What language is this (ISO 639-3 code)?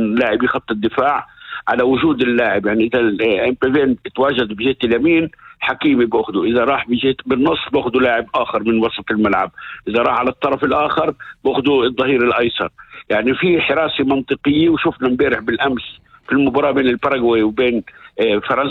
apc